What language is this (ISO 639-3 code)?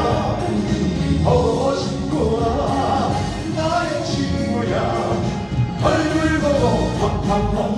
kor